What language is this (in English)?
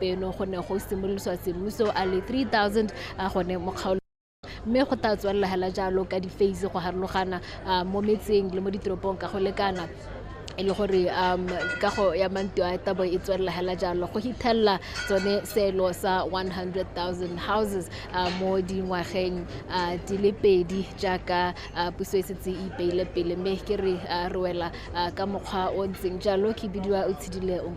Tswana